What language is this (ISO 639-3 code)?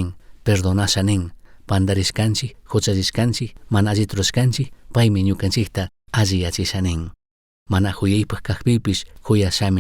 qug